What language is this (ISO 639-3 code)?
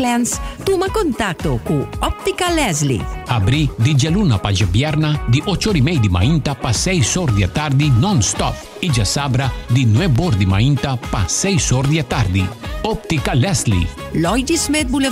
pap